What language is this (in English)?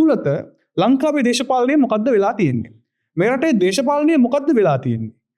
Sinhala